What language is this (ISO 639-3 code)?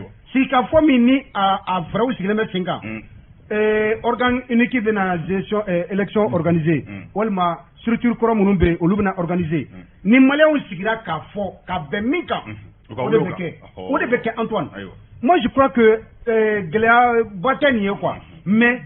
bam